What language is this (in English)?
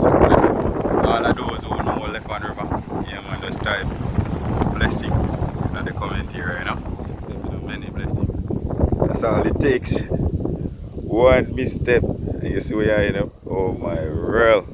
Jamaican Creole English